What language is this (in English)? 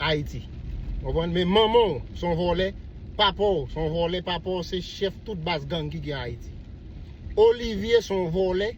Haitian Creole